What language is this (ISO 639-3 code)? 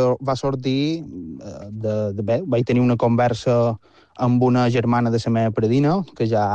cat